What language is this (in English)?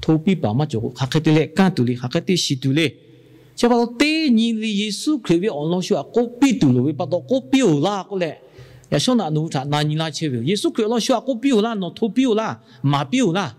Lahu